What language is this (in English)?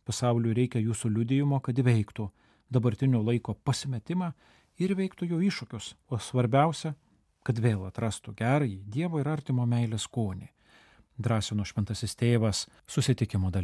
Lithuanian